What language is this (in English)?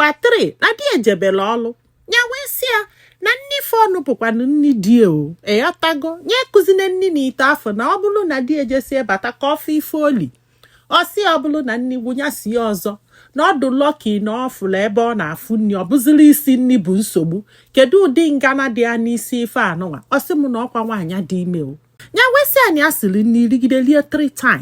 Igbo